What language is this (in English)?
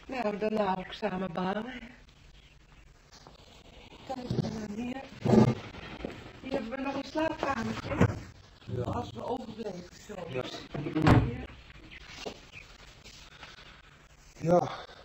Dutch